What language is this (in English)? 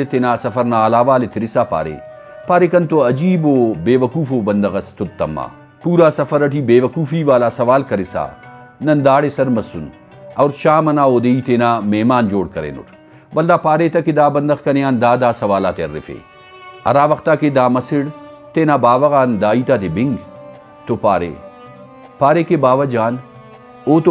Brahui